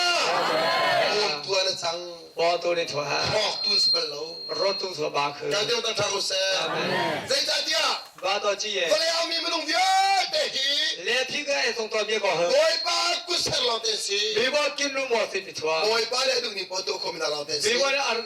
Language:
Hakha Chin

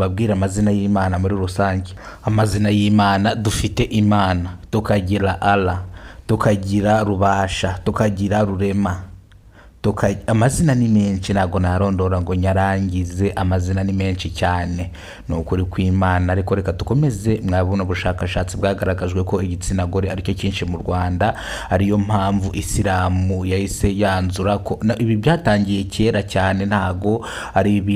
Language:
Kinyarwanda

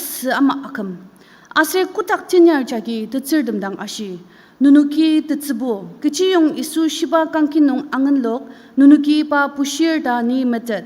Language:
Ao Naga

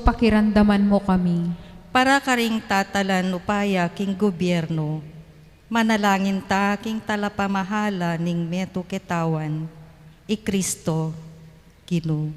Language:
Pampanga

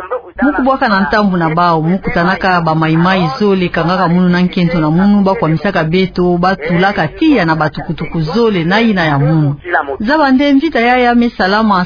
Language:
Kituba (Democratic Republic of Congo)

